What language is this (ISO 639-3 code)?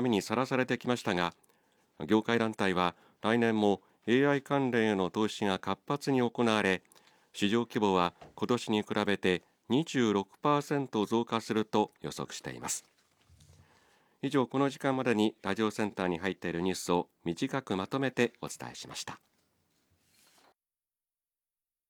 jpn